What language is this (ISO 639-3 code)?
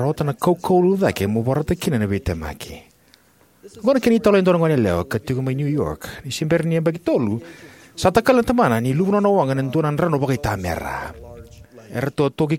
fij